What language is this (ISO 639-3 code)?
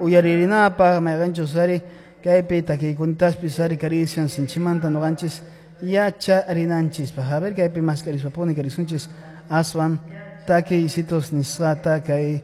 que